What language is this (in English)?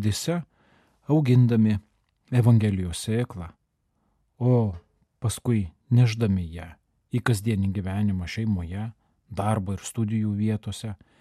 Lithuanian